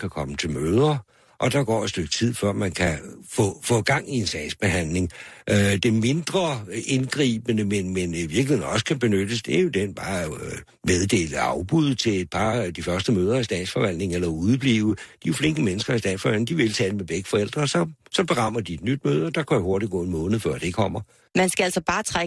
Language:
Danish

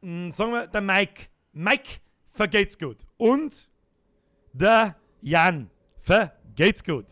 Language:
Bavarian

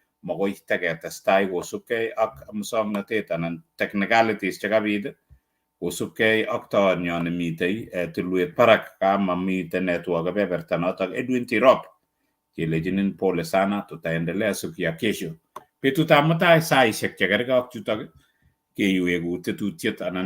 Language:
Kalenjin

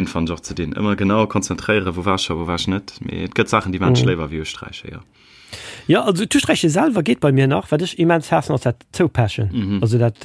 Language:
Luxembourgish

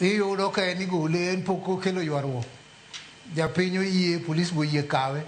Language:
Luo (Kenya and Tanzania)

